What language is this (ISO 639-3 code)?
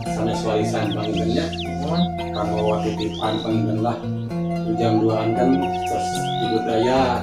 sun